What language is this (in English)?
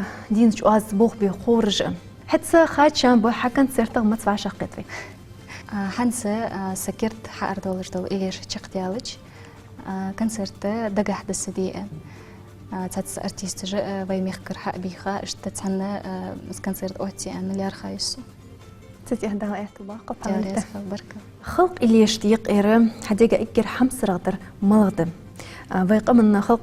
Ingush